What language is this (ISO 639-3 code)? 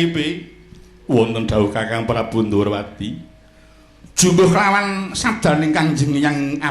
jav